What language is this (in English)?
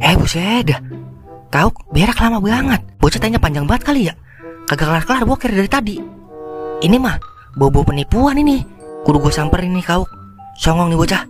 Betawi